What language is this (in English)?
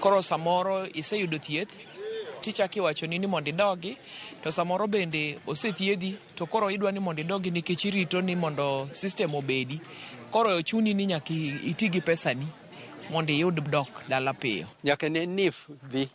Luo (Kenya and Tanzania)